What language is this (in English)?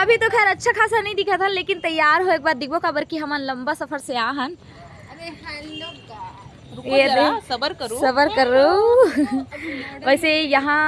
Chhattisgarhi